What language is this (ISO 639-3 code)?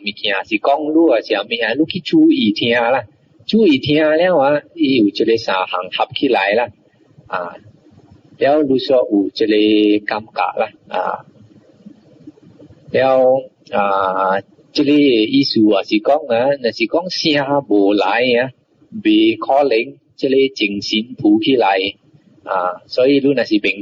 nan